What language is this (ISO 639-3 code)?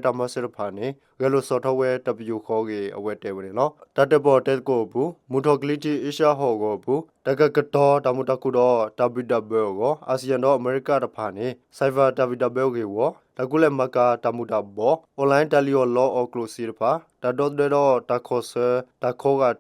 ksw